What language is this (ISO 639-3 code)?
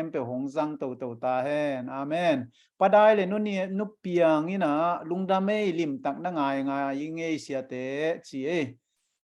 ctd